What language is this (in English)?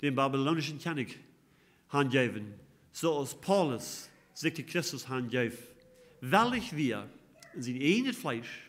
Plautdietsch